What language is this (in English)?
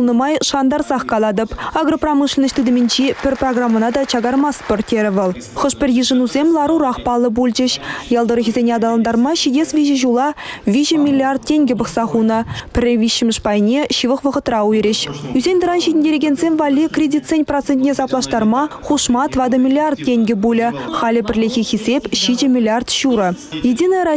Chuvash